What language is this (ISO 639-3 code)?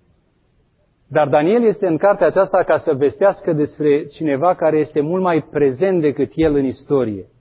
ron